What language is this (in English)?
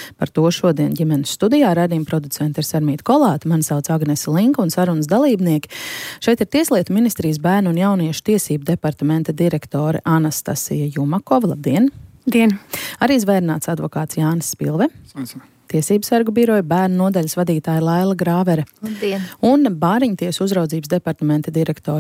Latvian